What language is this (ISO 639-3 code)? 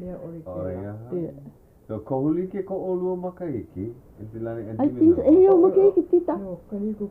haw